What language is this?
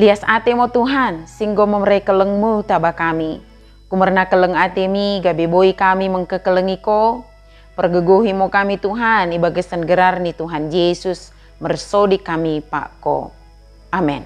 Batak Dairi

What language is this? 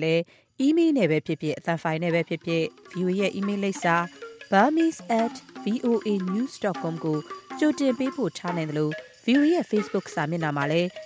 Burmese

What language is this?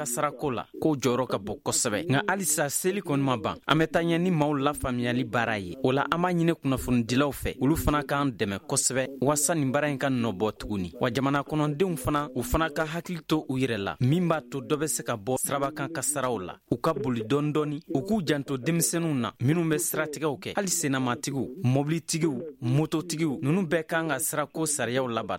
Bambara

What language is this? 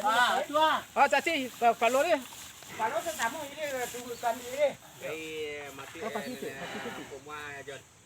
Minangkabau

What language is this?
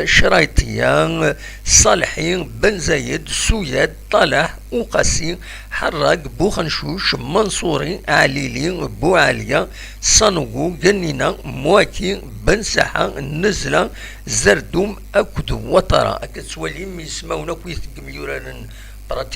Kabyle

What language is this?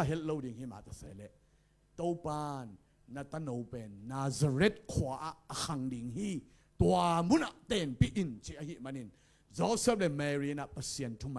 Tedim Chin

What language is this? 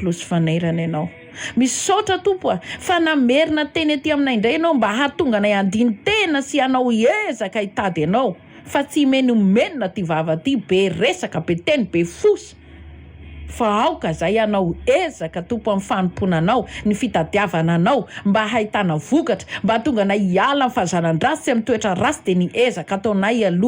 Malagasy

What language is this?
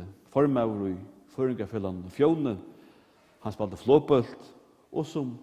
Faroese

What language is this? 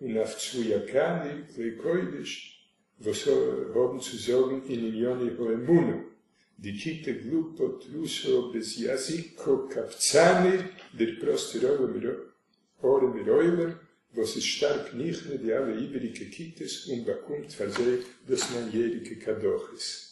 Yiddish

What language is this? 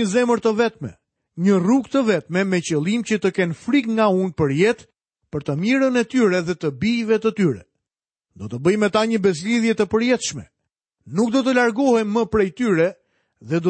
Albanian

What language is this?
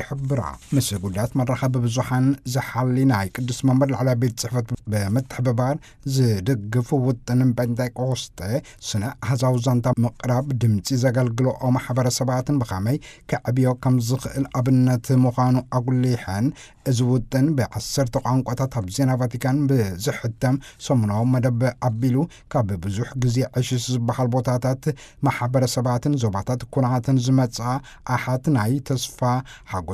Tigrinya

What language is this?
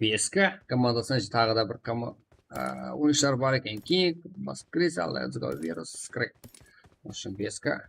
Kara-Kalpak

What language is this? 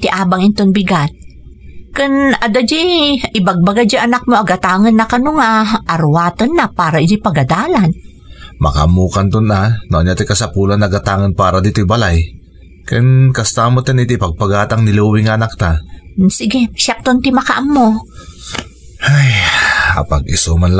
Iloko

